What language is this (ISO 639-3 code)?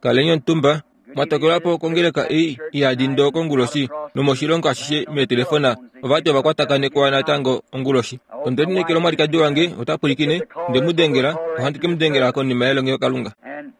kua